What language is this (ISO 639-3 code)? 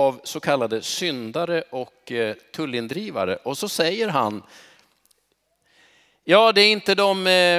swe